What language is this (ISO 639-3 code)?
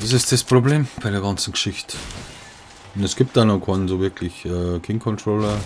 bar